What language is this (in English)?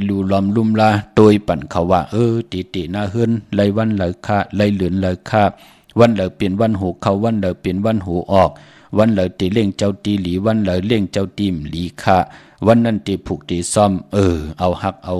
Shan